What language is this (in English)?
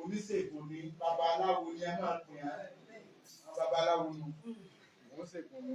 Yoruba